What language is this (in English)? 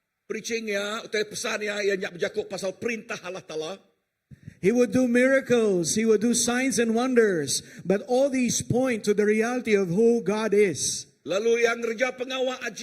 Iban